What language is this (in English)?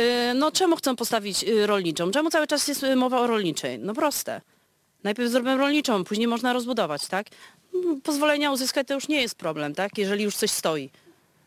Polish